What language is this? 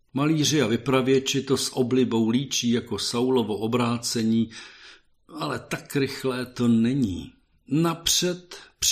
Czech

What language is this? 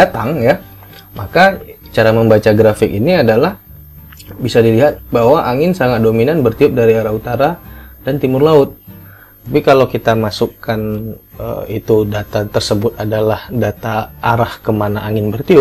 Indonesian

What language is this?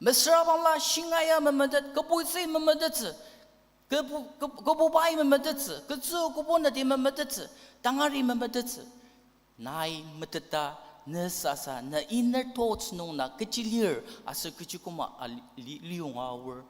Ao Naga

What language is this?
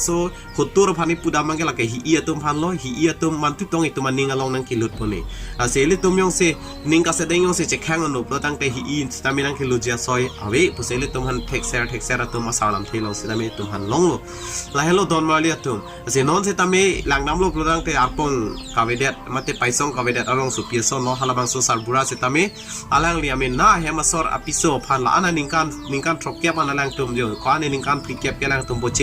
Karbi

